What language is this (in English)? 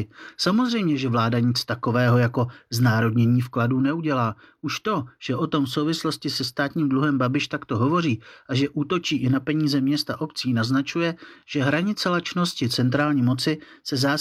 Czech